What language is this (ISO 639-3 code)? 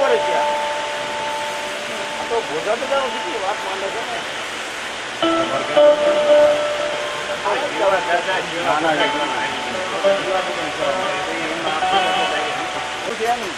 guj